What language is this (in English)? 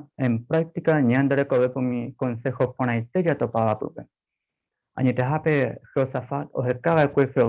Guarani